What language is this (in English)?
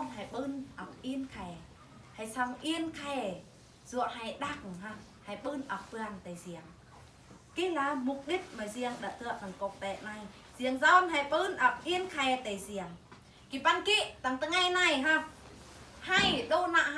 Eastern Bru